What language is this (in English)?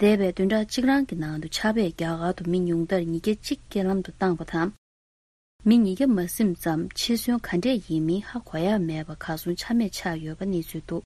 Tibetan